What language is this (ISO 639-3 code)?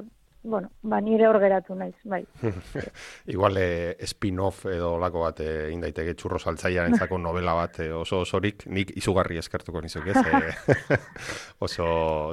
eus